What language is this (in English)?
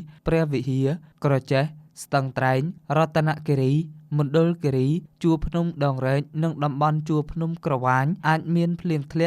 Khmer